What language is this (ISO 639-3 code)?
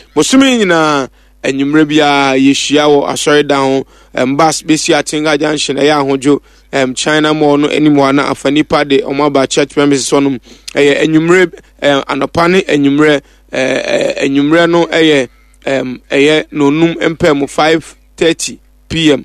aka